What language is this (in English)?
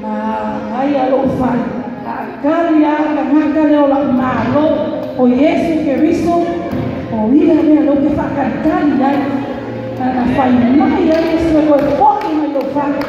Samoan